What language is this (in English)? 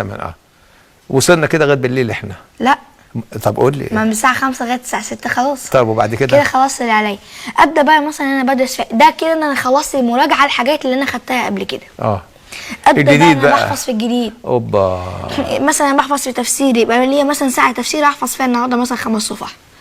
Egyptian Arabic